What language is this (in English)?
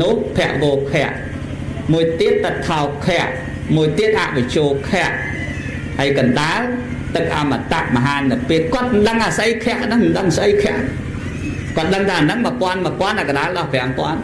Khmer